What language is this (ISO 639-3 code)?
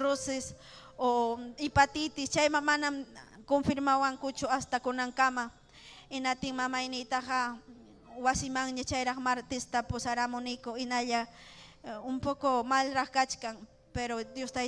quy